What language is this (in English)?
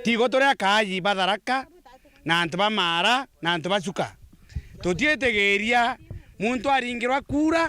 Meru